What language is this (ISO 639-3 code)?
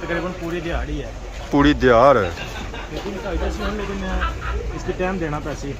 phr